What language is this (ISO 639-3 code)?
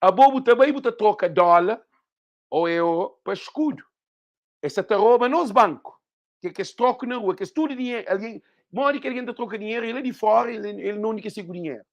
kea